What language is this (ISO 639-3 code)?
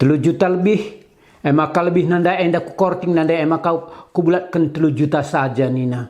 btx